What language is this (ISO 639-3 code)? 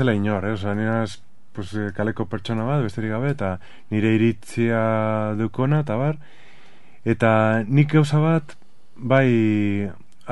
eus